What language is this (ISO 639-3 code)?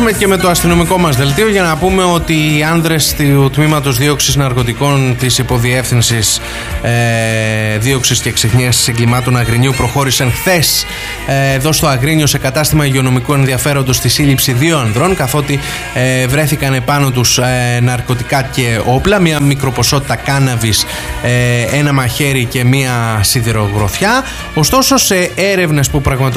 ell